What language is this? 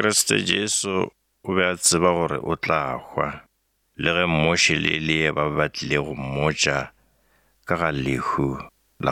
Northern Sotho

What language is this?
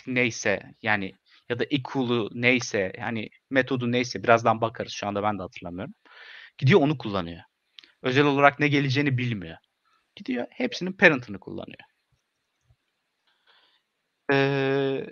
Turkish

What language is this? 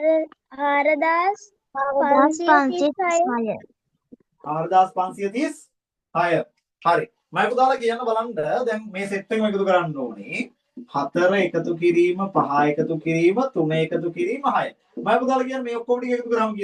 Sinhala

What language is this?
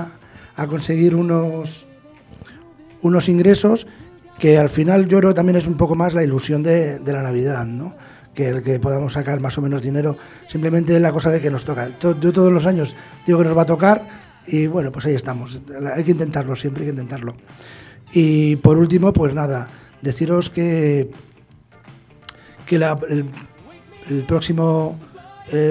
Spanish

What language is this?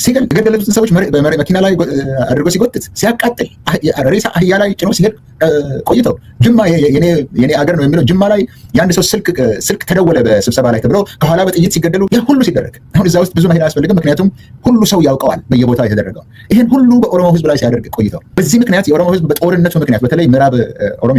Amharic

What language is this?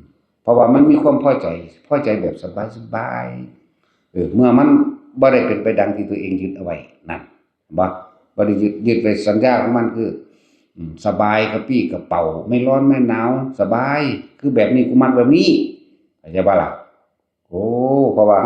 Northeastern Thai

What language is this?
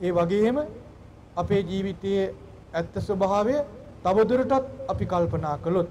Sinhala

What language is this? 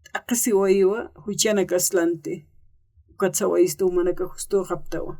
Aymara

